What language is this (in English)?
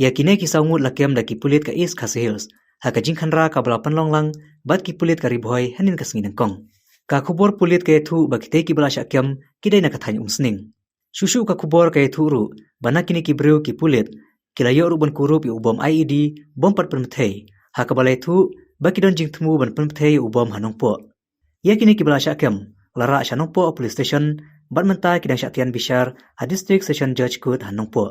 Khasi